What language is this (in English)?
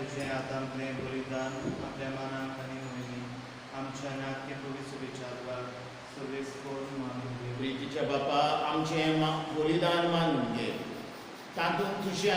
Konkani